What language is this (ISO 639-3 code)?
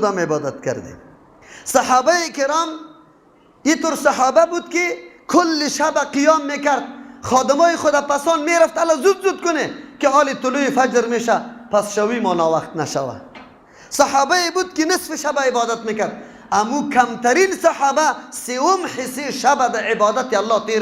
fas